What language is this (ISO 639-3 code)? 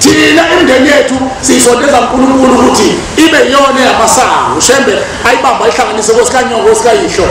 zul